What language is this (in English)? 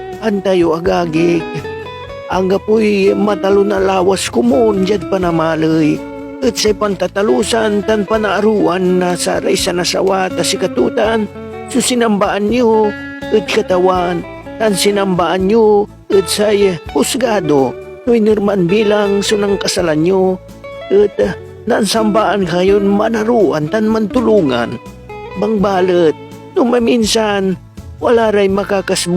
Pangasinan